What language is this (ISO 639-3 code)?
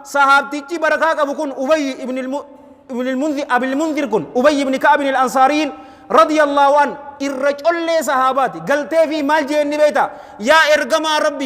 orm